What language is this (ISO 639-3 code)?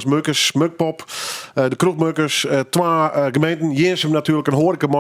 fry